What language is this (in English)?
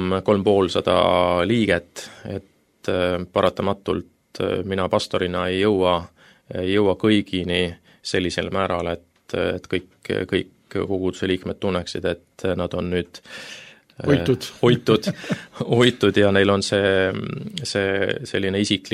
Estonian